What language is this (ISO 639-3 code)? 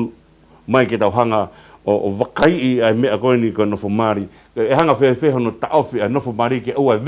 ton